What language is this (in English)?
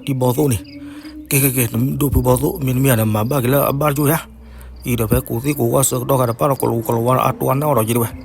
S'gaw Karen